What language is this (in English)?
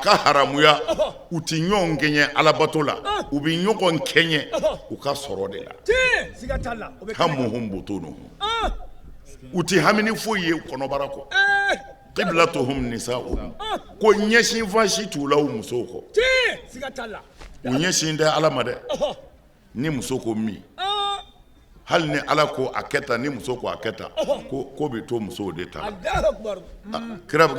Bambara